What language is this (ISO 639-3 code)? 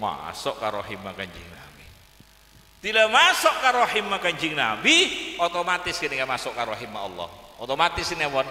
mad